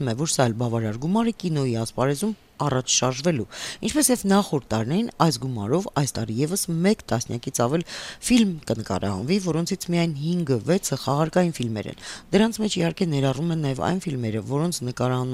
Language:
Armenian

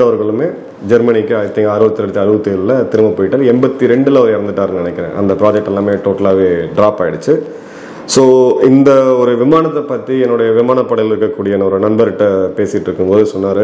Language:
Tamil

